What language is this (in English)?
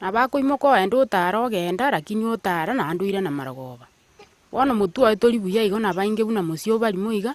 Gusii